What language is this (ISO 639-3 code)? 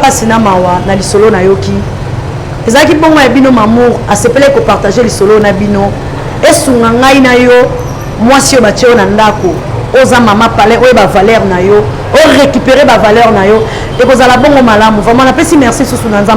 lin